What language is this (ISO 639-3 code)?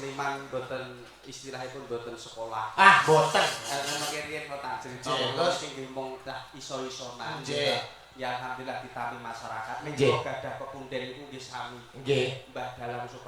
jav